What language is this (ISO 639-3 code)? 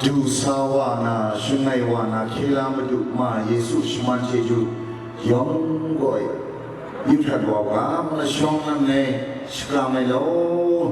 kac